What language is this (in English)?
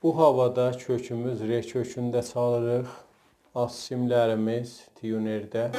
South Azerbaijani